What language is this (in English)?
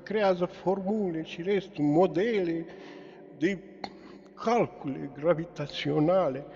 Romanian